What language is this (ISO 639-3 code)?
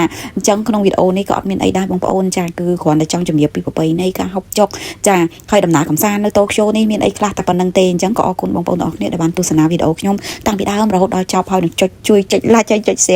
khm